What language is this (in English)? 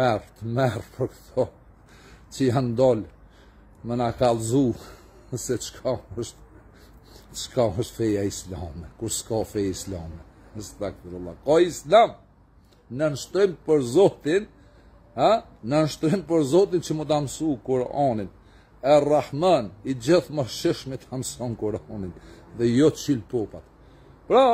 Albanian